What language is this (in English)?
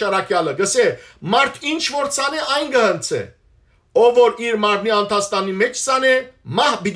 Western Armenian